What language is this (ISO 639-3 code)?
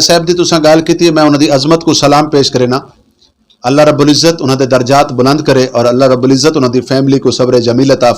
skr